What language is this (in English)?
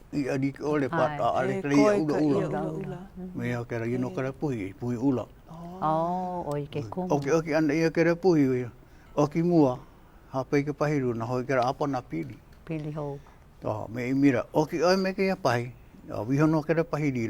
Hawaiian